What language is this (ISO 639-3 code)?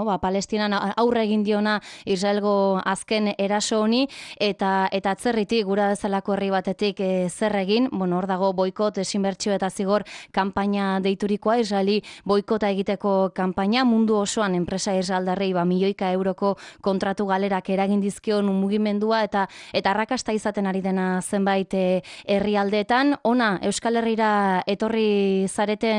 eus